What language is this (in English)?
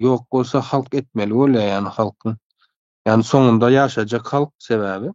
Turkmen